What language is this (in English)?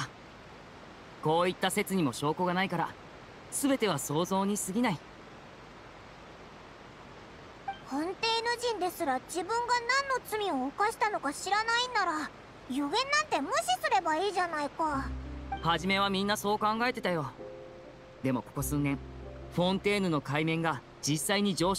Japanese